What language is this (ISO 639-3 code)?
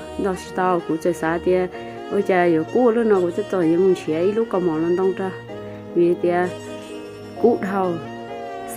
hmn